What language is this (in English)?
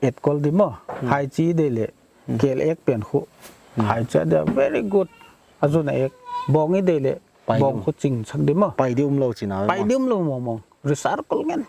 Paite Chin